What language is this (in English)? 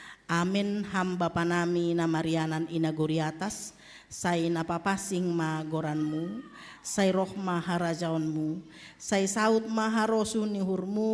Batak Simalungun